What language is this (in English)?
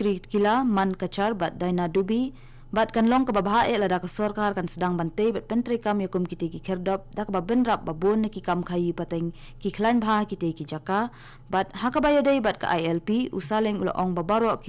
Khasi